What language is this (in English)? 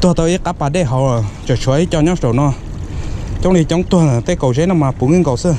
Hmong